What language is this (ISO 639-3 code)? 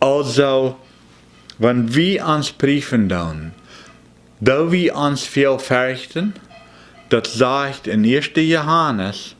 pdt